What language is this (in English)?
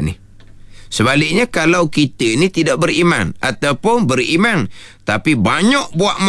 Malay